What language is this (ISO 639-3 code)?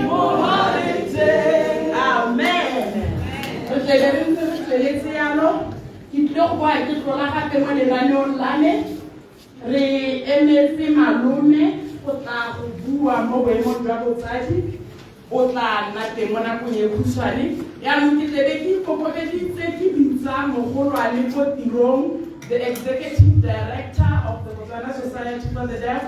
tsn